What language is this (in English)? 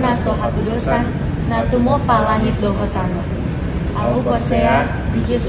Batak Toba